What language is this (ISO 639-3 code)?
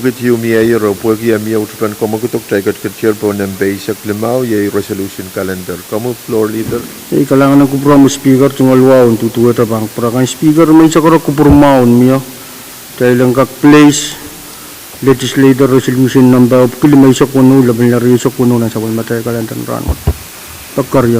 pon